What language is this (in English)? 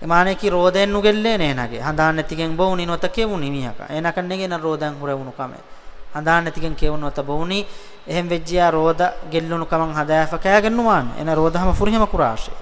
Divehi